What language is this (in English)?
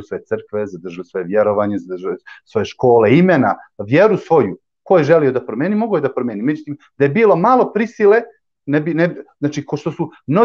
Bosnian